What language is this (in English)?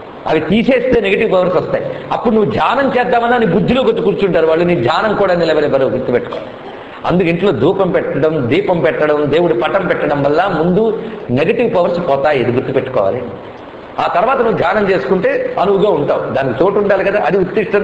Telugu